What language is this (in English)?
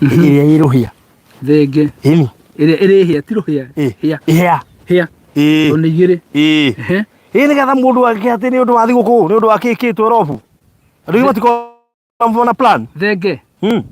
Kikuyu